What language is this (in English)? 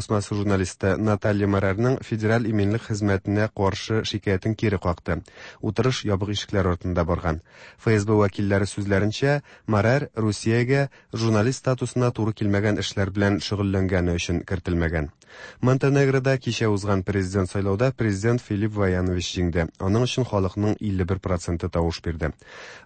Tatar